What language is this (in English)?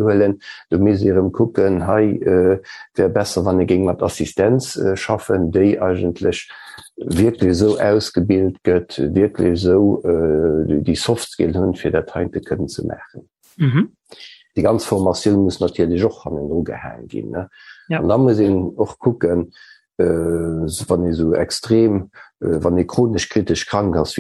Luxembourgish